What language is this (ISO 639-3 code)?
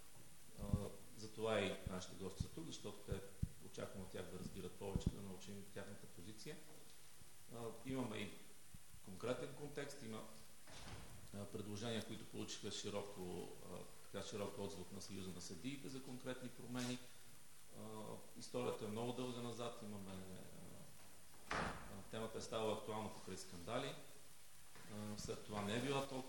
bul